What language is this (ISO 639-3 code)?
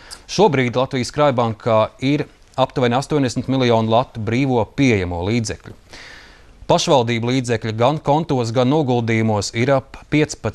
lav